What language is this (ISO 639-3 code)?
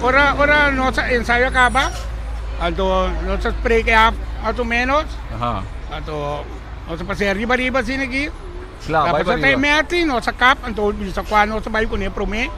pap